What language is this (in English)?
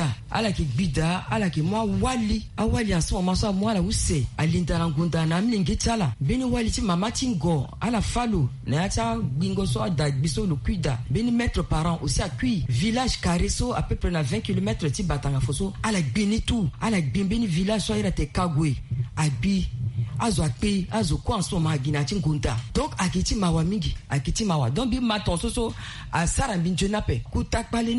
Sango